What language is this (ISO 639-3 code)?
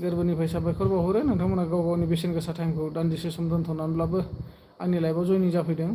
brx